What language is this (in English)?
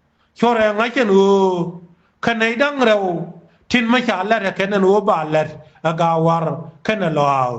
Nuer